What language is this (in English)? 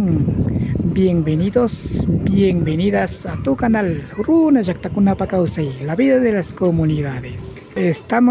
Imbabura Highland Quichua